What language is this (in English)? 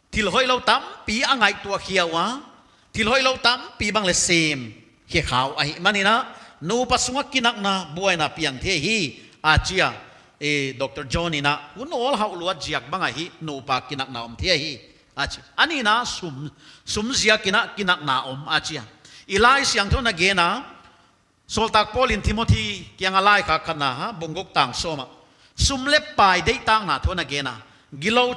Paite Chin